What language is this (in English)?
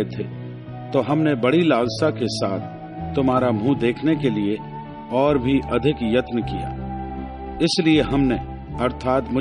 Hindi